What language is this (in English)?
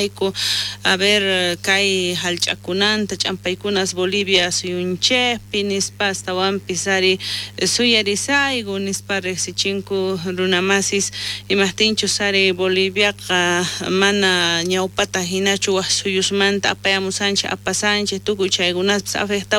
South Bolivian Quechua